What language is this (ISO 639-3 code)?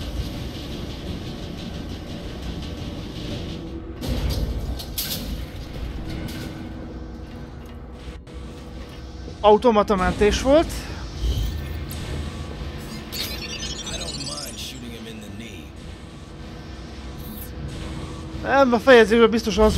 hun